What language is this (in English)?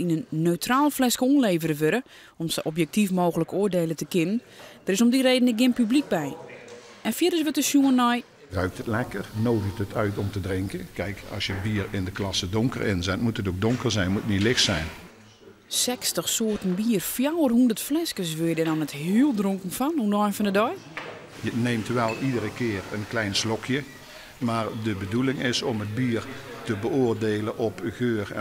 Western Frisian